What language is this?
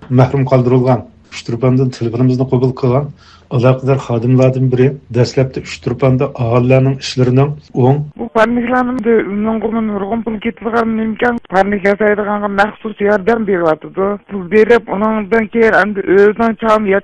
Uyghur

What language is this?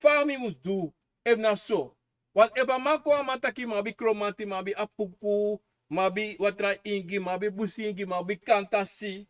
Sranan Tongo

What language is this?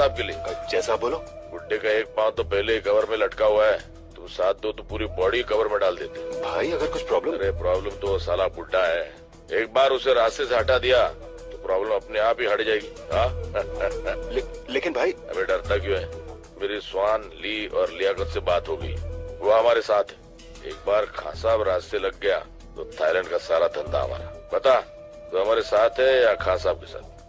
Hindi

